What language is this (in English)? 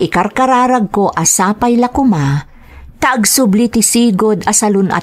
Iloko